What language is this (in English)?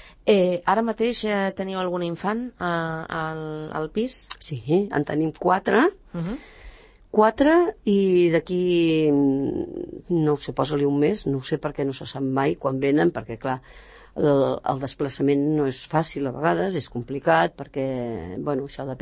Catalan